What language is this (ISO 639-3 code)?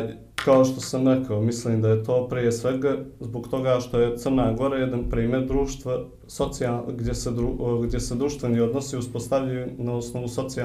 srp